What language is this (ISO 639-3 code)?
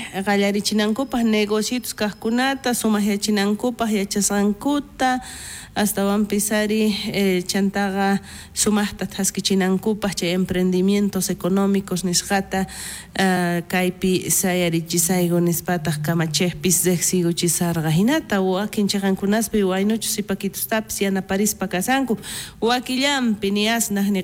quh